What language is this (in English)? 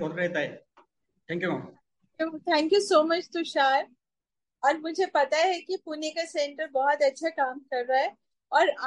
Hindi